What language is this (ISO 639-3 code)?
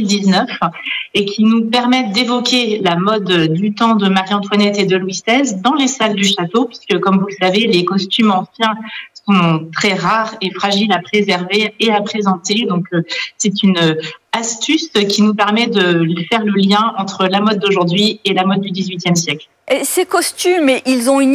fra